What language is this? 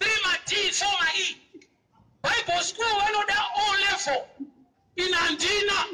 Shona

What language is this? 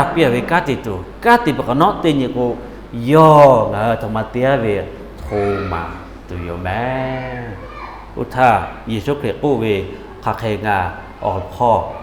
Lahu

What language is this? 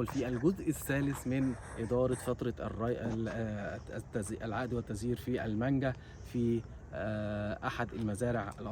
Egyptian Arabic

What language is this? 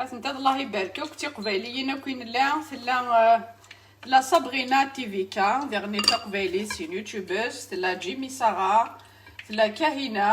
Kabyle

